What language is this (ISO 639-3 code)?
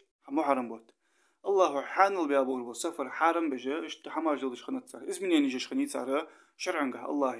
inh